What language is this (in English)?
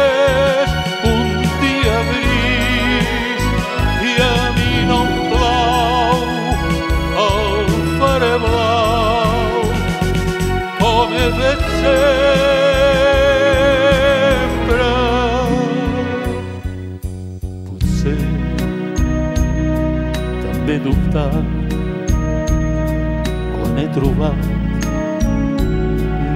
Catalan